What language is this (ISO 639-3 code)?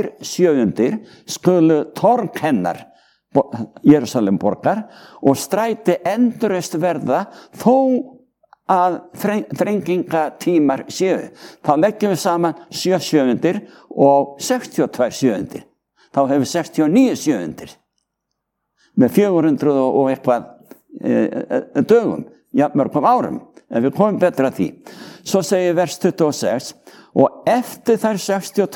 isl